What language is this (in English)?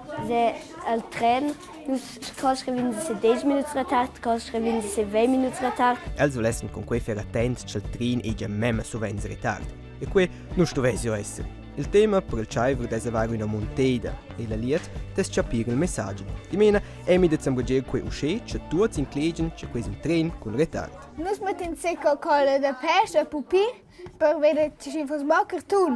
Romansh